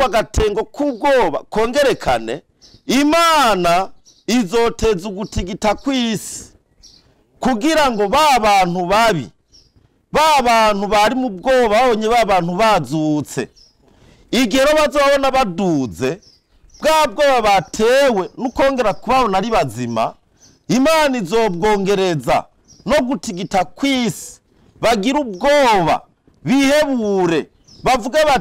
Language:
Rundi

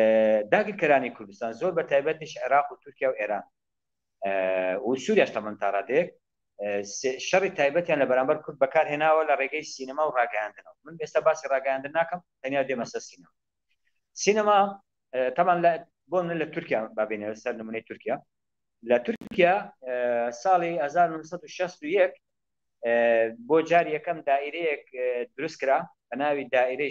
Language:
Central Kurdish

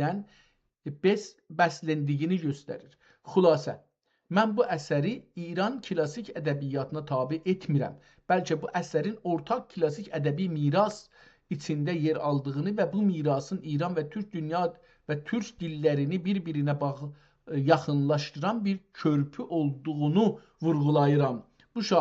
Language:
South Azerbaijani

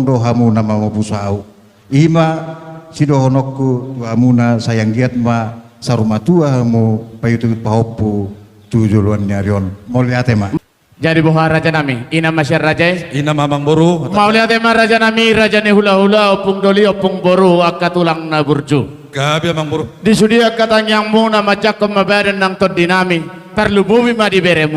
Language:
Batak Toba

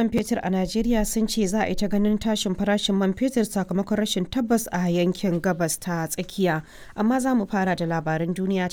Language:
Hausa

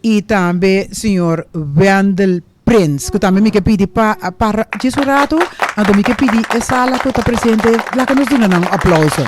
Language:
Papiamento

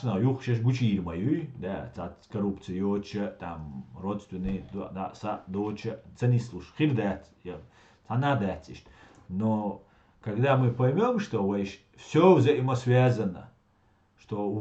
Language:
Chechen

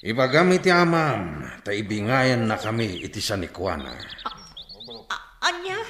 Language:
Iloko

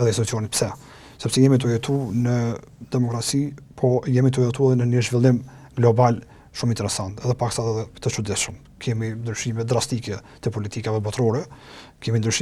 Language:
Albanian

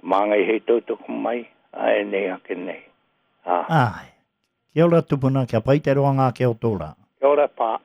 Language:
Māori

